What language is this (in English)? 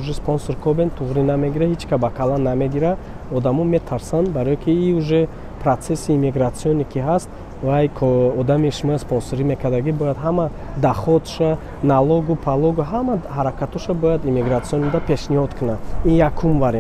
Tajik